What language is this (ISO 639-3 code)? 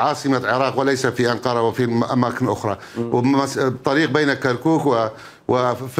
acm